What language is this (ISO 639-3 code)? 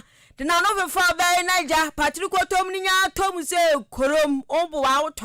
aka